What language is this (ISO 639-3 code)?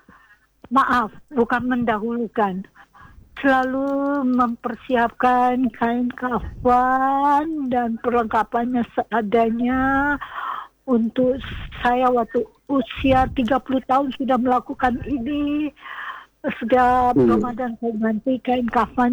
ind